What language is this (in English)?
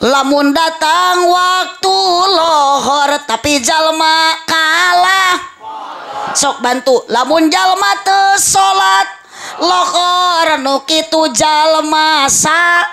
Sundanese